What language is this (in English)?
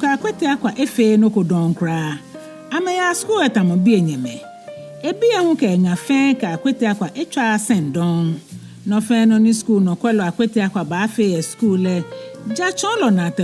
Ga